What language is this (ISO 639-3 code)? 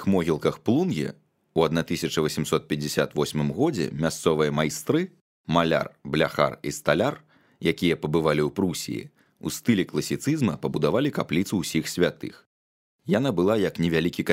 bel